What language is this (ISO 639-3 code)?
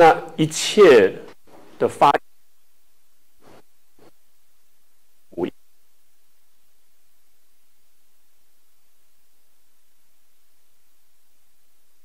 zho